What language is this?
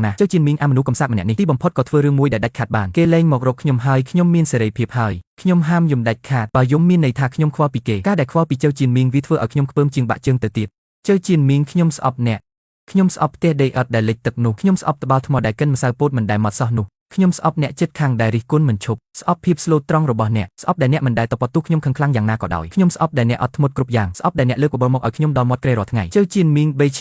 Khmer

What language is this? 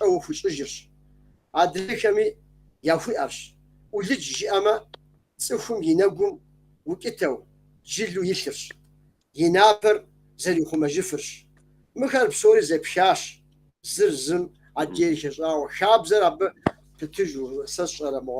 Kabardian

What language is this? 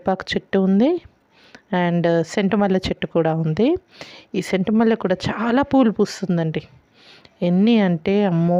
Telugu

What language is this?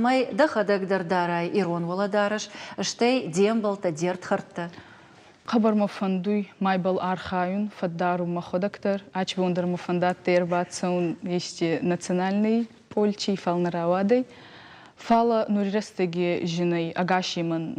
Ossetic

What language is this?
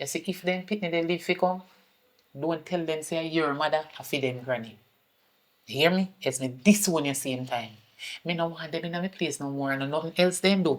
Jamaican Creole English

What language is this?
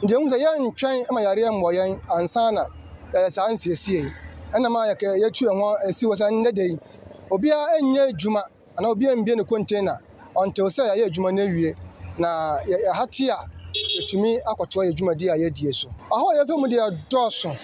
Akan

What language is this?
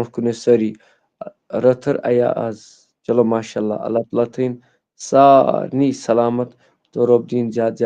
Kashmiri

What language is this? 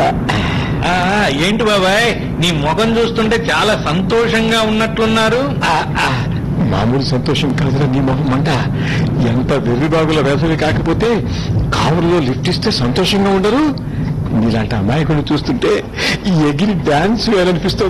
Telugu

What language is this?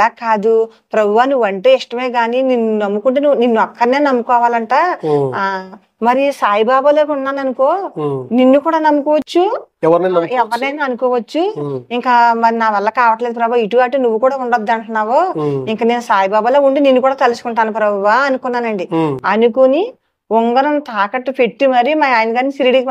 Telugu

